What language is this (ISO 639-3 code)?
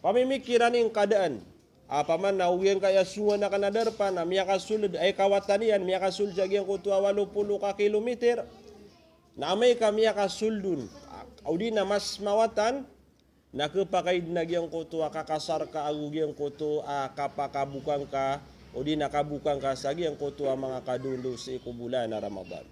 mrw